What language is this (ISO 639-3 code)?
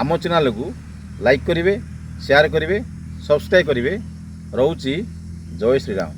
ori